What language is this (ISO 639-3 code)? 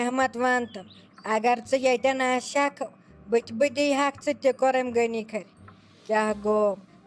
kas